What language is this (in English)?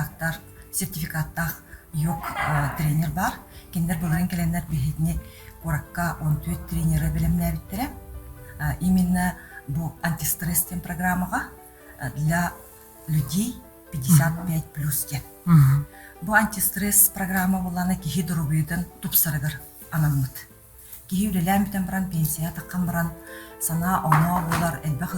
Yakut